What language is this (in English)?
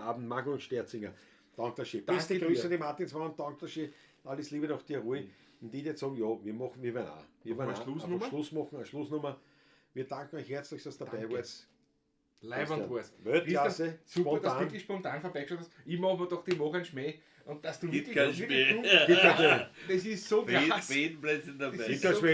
Bavarian